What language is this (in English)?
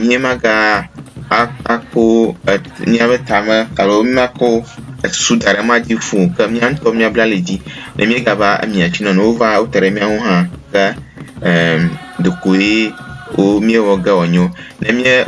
Ewe